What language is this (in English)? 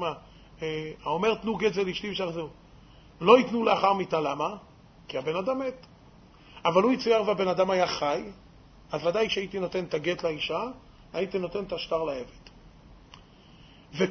Hebrew